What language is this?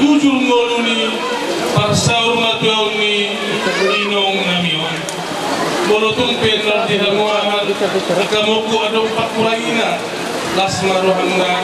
Batak Toba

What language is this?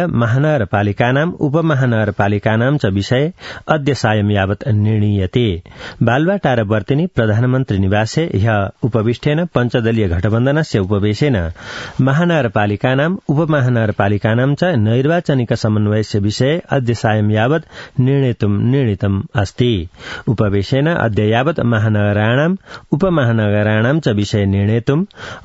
Sanskrit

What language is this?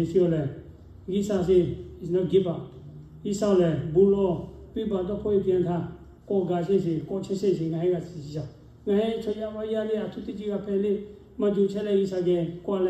Lahu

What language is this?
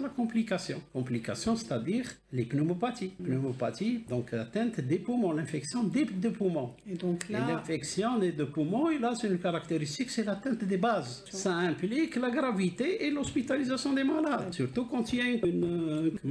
French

